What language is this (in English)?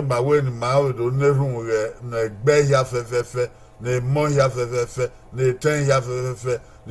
Bini